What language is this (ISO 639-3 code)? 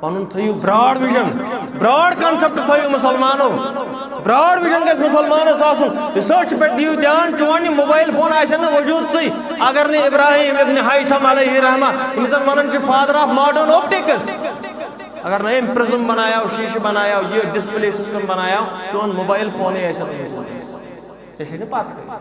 kas